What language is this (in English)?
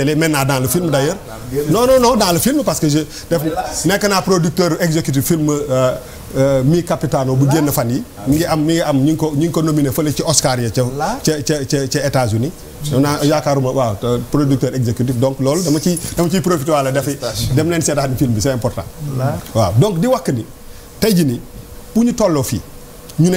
Wolof